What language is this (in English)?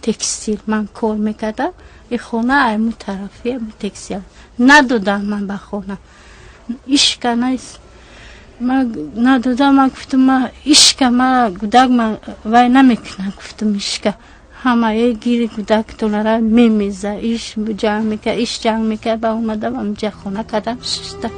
Tajik